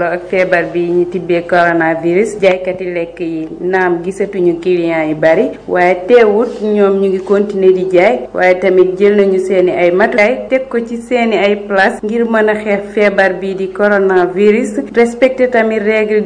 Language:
Wolof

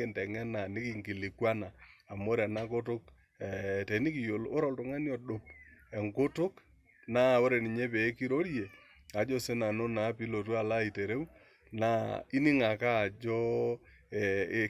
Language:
Masai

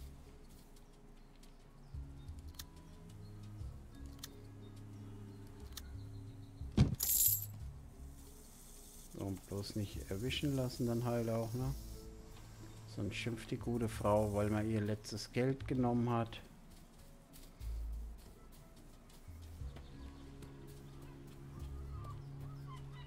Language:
German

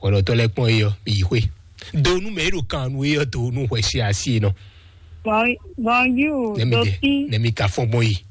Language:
Fon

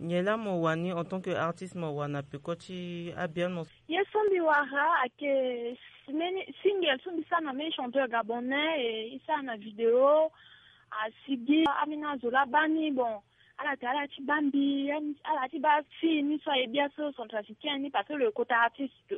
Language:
Sango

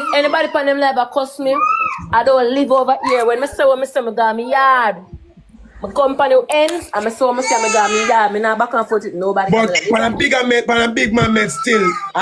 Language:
Jamaican Creole English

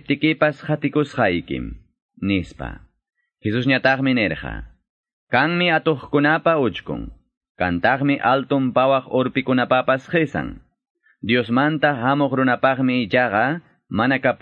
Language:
Ayacucho Quechua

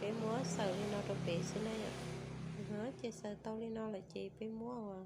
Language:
Hmong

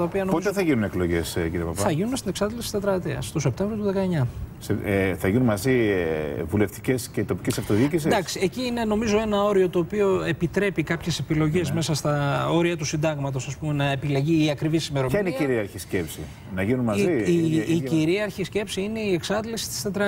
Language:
Greek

